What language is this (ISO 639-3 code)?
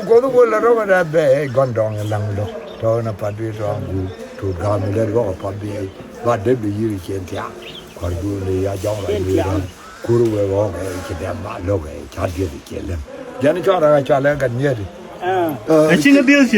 nus